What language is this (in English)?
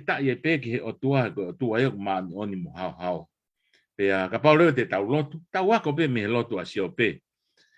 Tongan